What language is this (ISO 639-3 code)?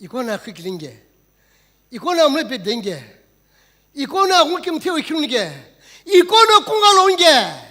nsm